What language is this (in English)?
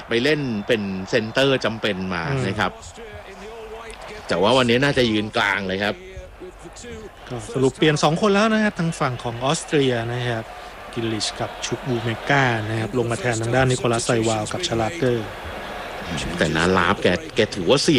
Thai